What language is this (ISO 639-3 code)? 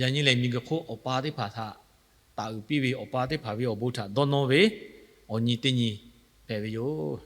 lhu